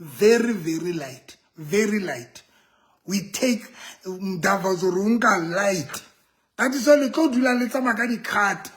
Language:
Southern Sotho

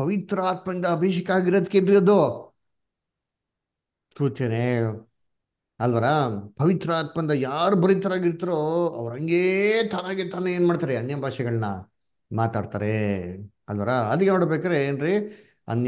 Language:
Kannada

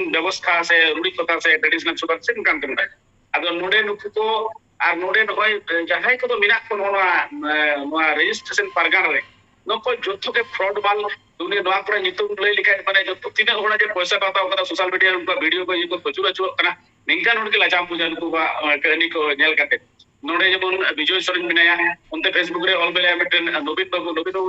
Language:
Santali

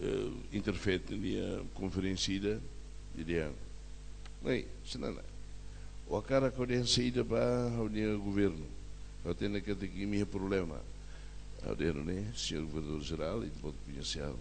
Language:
Tetum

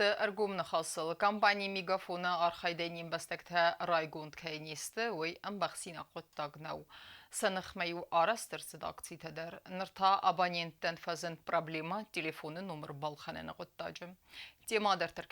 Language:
Ossetic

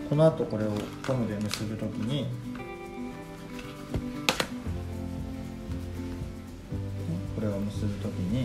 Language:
Japanese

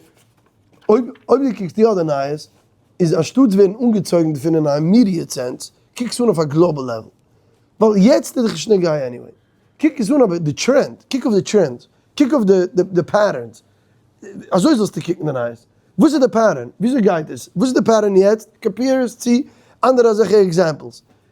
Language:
Yiddish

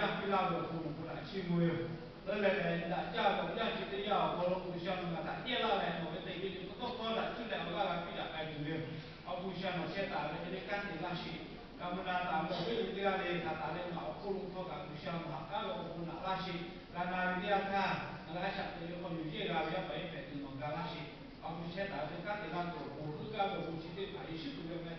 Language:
Lahu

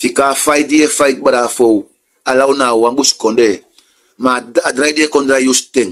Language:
Sranan Tongo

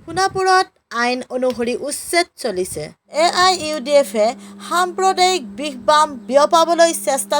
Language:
Assamese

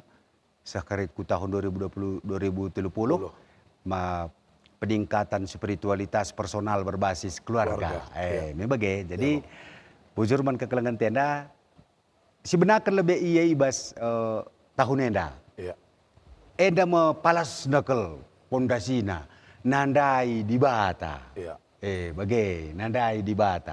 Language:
Batak Karo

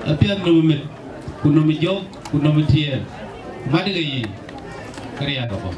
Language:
Dinka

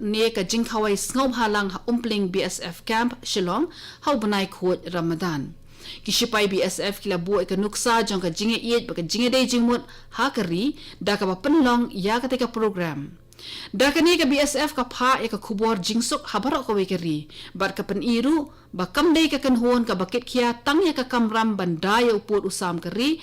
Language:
Khasi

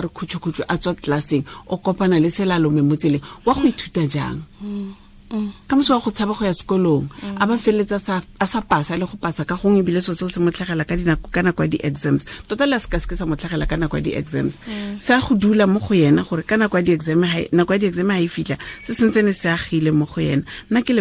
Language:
Tswana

